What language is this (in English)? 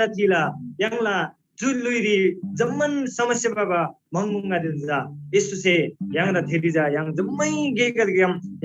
Eastern Tamang